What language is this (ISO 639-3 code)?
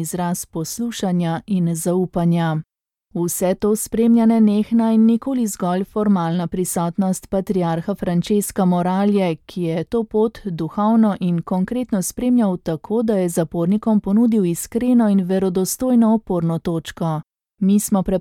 slv